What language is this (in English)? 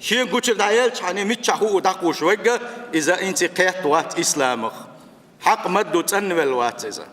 Chechen